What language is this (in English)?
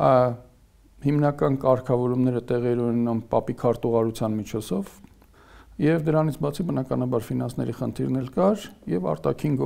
Armenian